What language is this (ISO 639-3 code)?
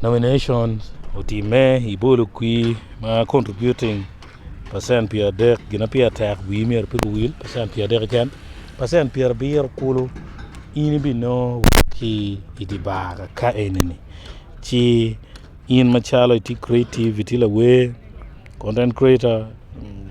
ach